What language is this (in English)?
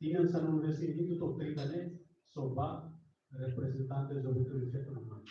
Tetum